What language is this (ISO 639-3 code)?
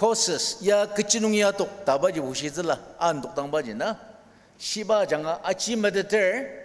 njo